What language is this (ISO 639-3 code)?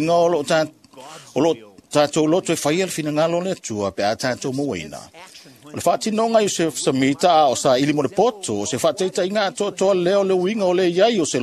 smo